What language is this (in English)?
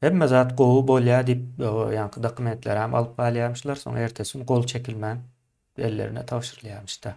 Turkmen